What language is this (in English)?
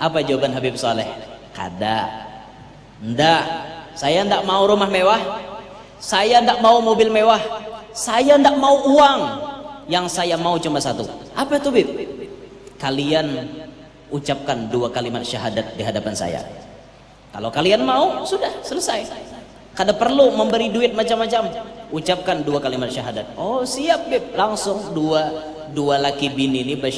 Banjar